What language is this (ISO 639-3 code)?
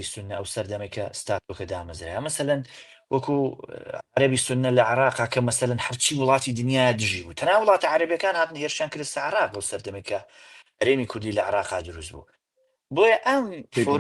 ckb